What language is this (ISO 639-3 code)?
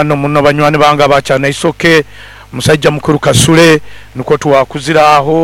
nyo